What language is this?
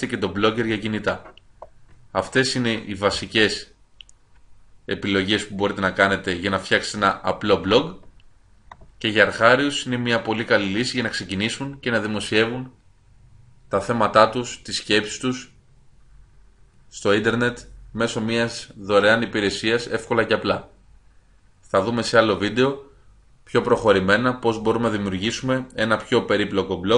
Greek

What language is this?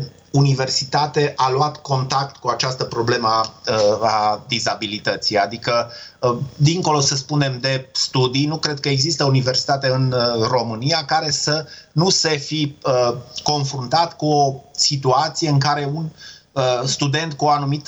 Romanian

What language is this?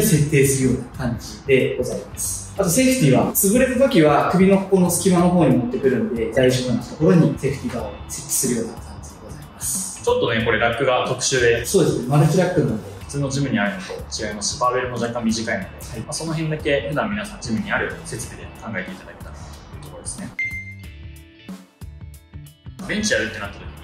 Japanese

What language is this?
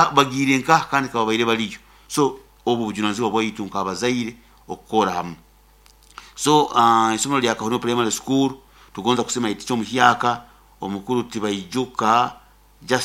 Nyoro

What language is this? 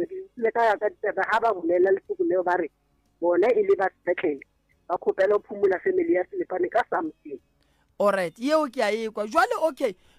Northern Sotho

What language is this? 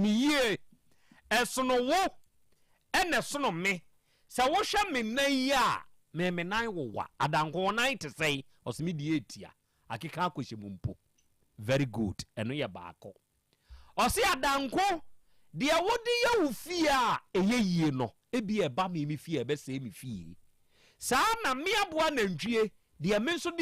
Akan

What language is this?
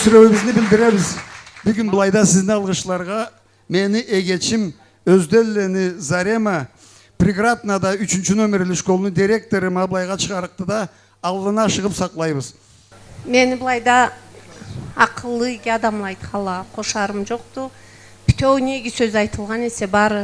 Karachay-Balkar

